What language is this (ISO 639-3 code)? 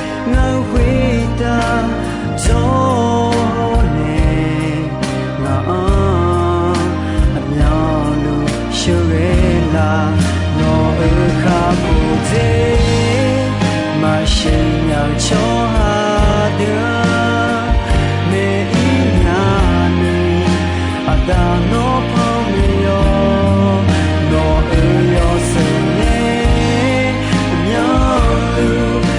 ahk